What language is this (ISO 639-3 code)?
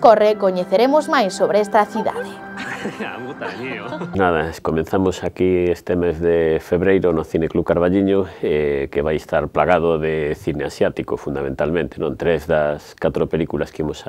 glg